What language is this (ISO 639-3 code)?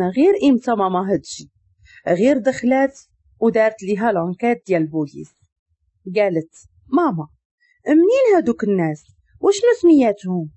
ary